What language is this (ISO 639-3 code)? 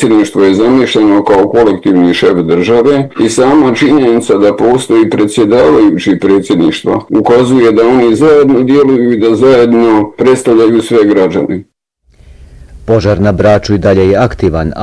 bos